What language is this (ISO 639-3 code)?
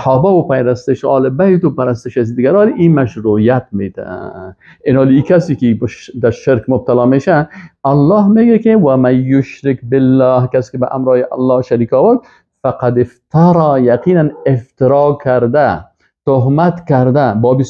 fas